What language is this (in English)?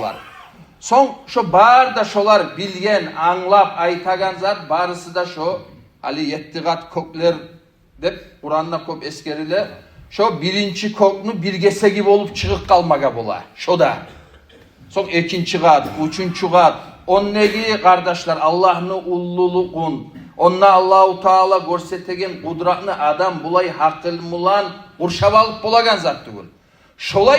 Kumyk